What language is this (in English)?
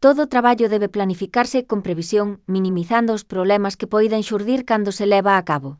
Galician